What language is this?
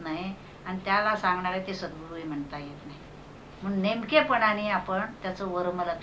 Marathi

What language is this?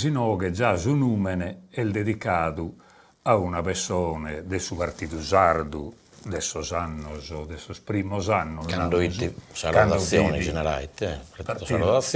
Sardinian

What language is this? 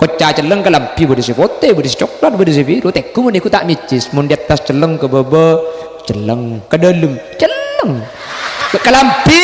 Madurese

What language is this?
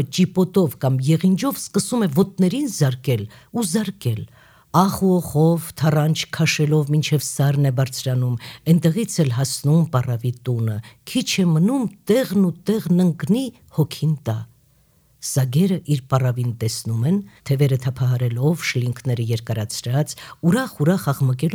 Armenian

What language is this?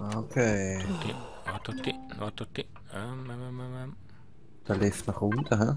Swiss German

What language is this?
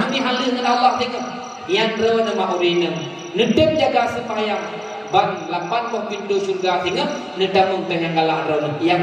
Achinese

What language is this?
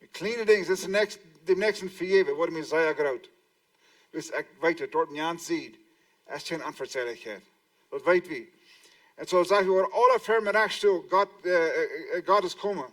Plautdietsch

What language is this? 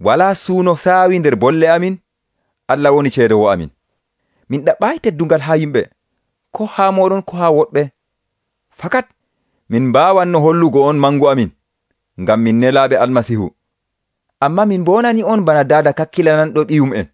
Nigerian Fulfulde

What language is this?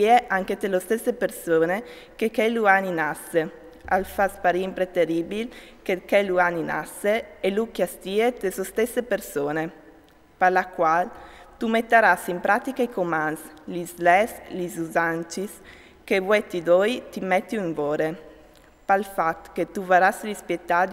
Friulian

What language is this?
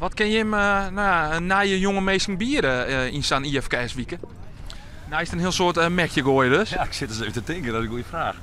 Western Frisian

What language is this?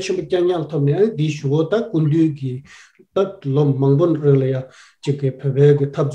Tibetan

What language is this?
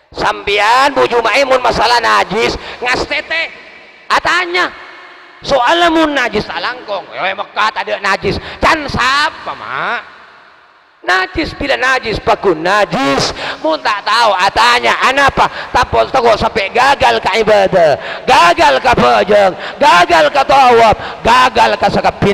Madurese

